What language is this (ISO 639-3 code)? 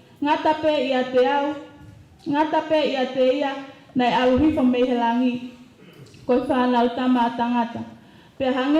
ton